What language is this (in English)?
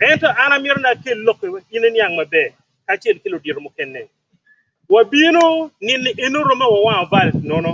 Acoli